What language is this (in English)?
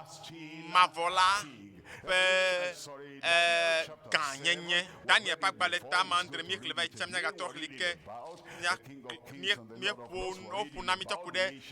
Ewe